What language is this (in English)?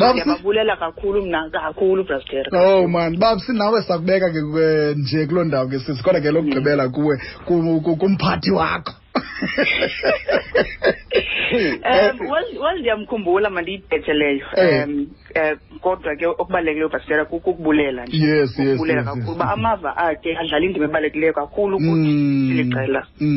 Xhosa